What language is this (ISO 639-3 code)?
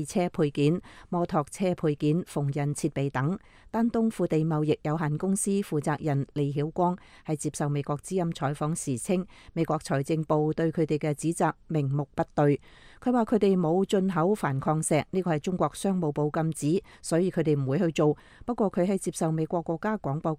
yue